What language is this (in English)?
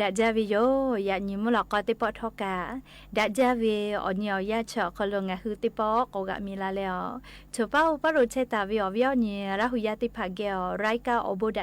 Lahu